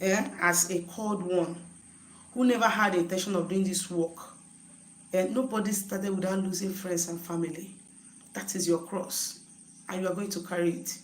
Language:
Igbo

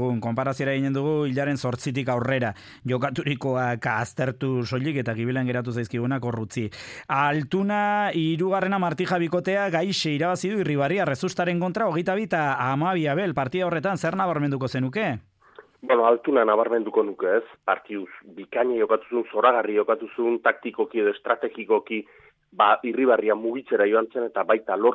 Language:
Basque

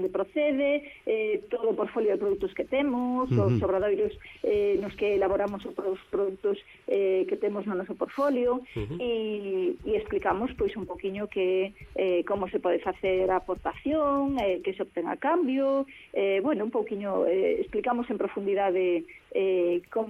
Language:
Galician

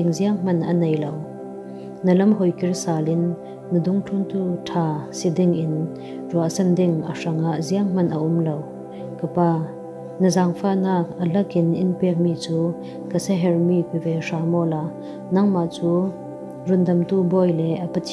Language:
Falam Chin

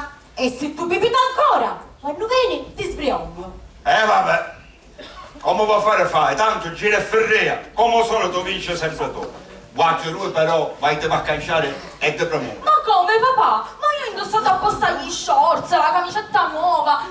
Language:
Sicilian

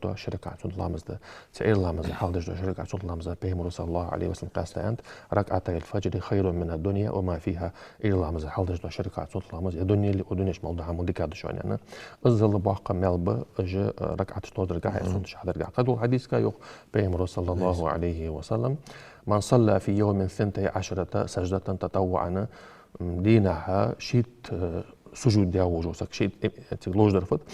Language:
Ingush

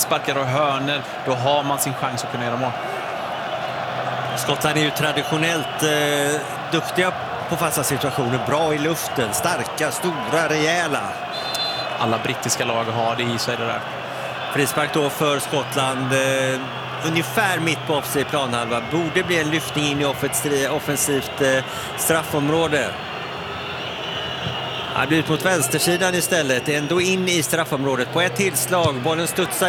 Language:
Swedish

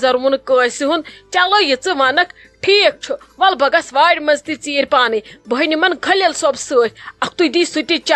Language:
Kashmiri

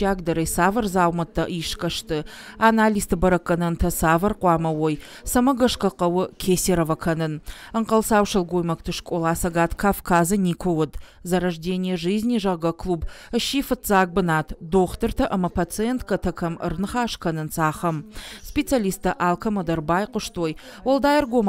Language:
Ossetic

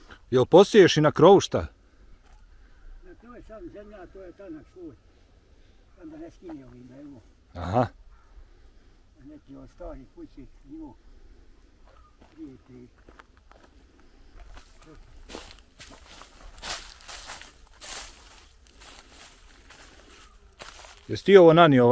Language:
Bosnian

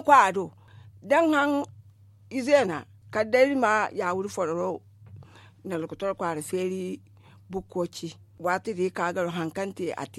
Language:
Zarma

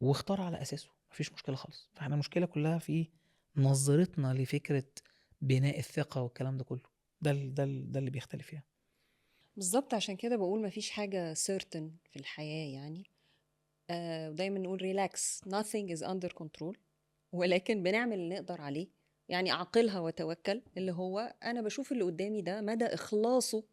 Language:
Egyptian Arabic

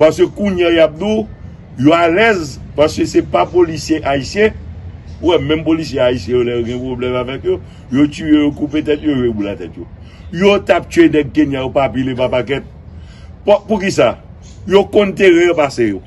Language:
Haitian Creole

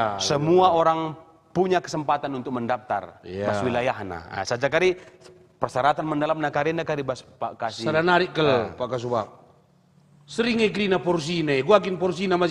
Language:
Batak Karo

